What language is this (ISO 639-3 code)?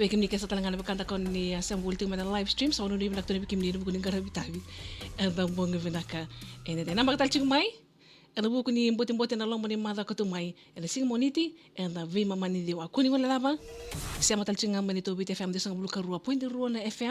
fij